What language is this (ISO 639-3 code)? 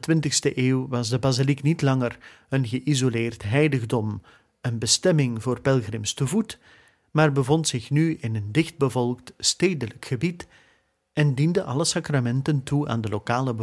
nld